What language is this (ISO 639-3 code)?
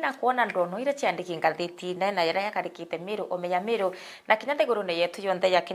mer